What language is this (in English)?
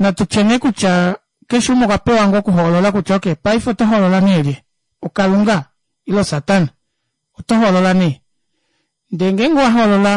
Kuanyama